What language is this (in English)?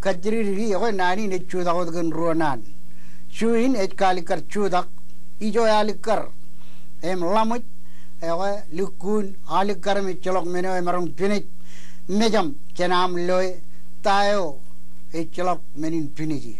Marshallese